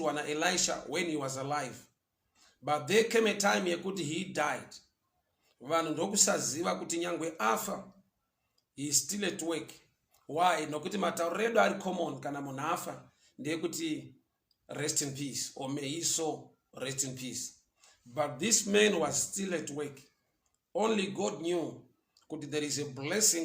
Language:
Shona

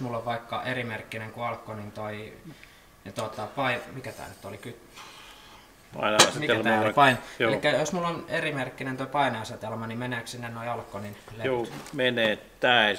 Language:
Finnish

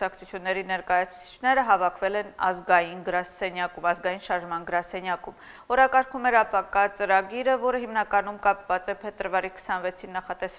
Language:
Armenian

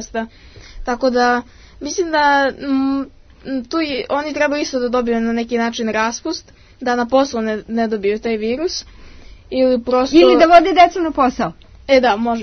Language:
Serbian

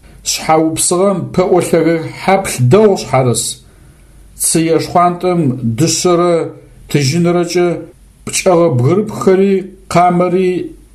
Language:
Adyghe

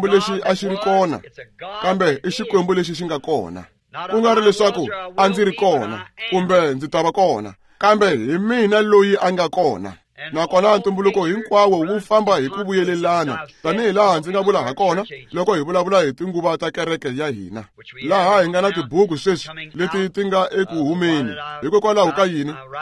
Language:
Tsonga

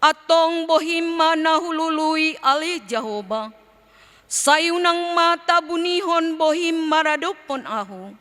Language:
Batak Toba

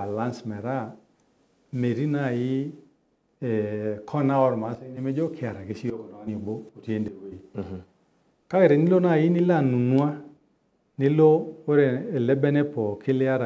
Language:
Masai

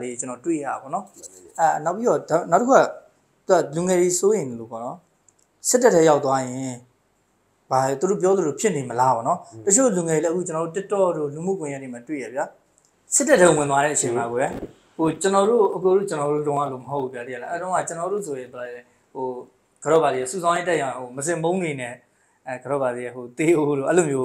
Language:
Burmese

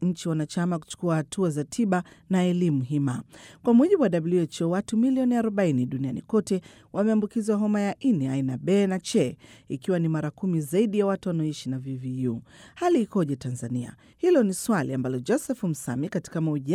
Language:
Swahili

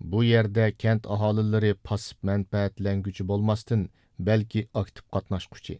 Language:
Uyghur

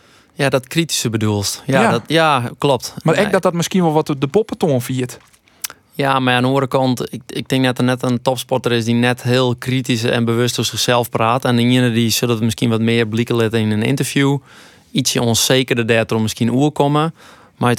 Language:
Western Frisian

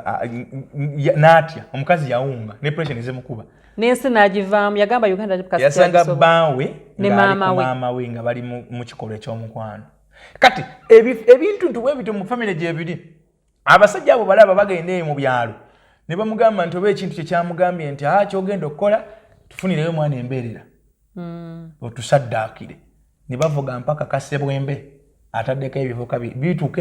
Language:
Ganda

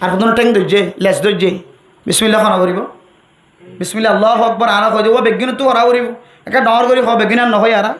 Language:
Rohingya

